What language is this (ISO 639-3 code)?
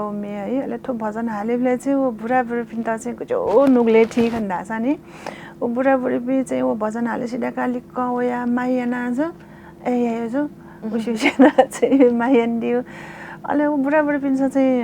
new